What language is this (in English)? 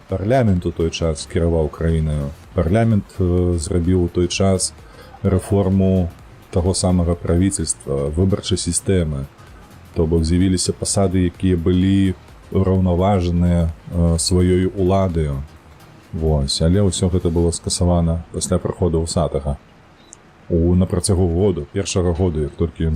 Belarusian